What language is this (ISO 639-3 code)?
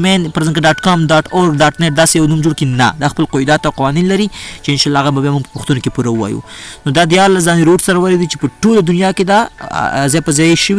pus